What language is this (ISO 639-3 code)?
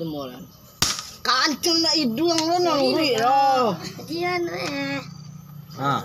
min